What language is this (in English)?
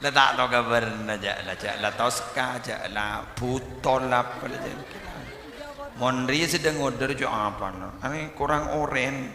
Madurese